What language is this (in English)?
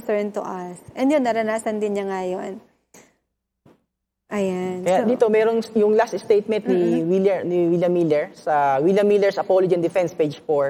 Filipino